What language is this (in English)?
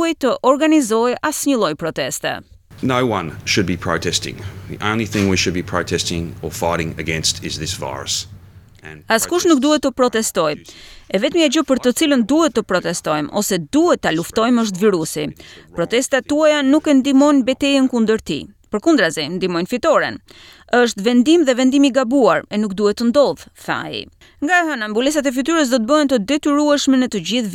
Albanian